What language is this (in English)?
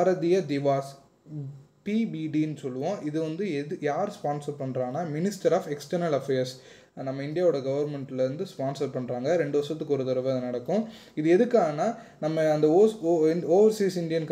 Tamil